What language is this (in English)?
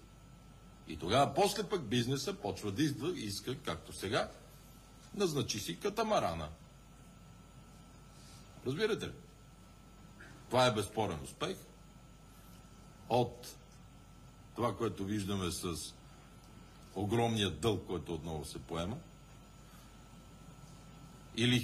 Bulgarian